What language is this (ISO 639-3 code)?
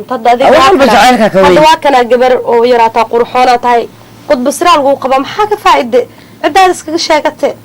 som